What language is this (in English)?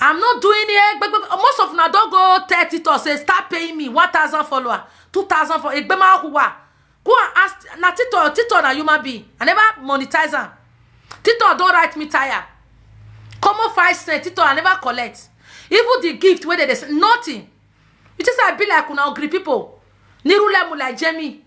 Nigerian Pidgin